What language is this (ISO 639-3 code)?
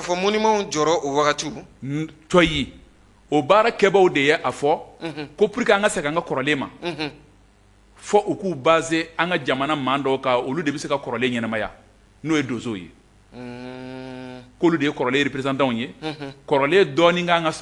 bam